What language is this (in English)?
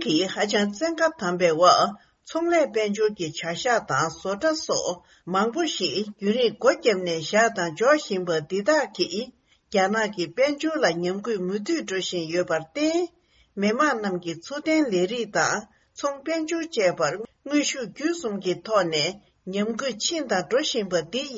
Tibetan